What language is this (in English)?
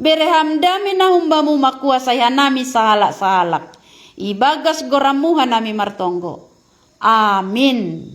Batak Simalungun